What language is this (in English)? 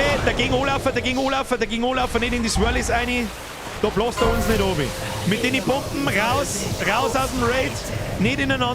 Bavarian